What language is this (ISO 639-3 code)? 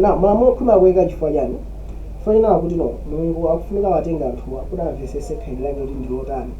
nya